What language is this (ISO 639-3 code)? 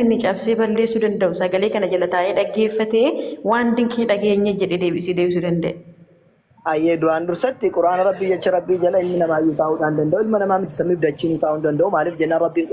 orm